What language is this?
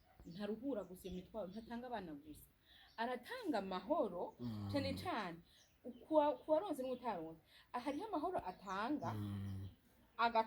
Rundi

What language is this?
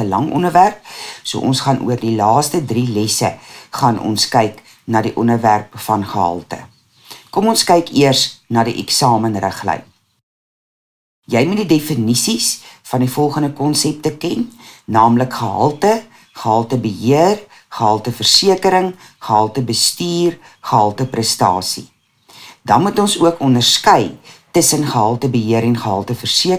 Afrikaans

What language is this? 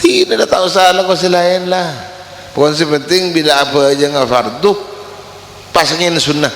Madurese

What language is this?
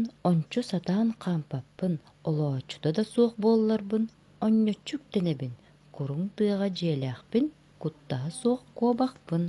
Yakut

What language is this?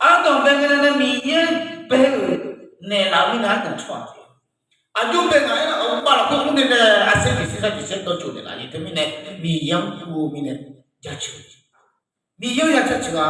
Akha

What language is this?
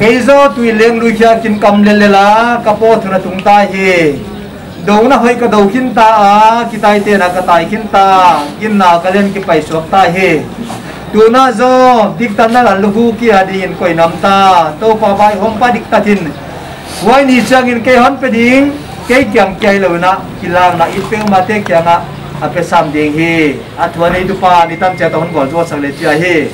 Paite Chin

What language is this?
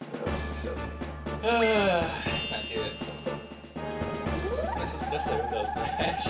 Faroese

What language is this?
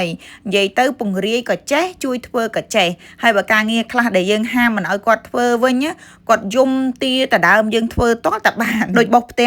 Khmer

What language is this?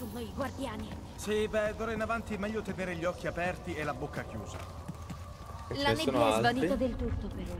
Italian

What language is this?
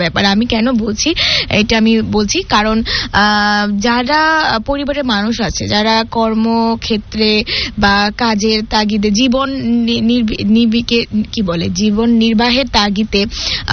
Bangla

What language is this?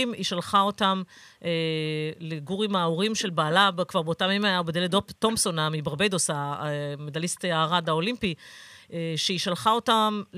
Hebrew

